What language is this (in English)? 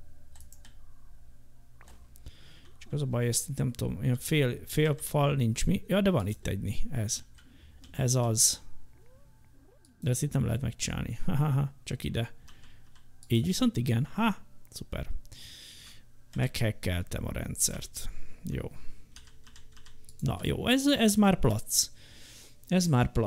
Hungarian